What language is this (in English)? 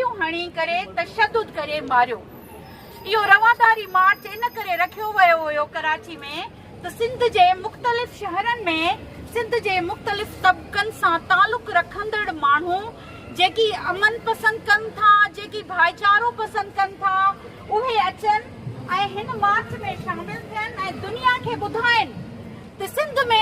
Sindhi